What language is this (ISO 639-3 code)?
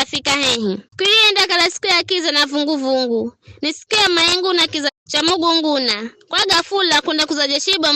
nyf